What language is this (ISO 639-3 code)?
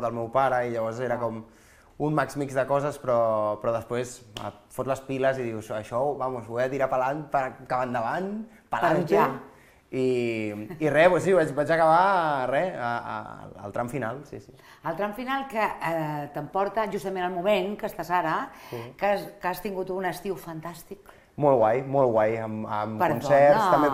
cat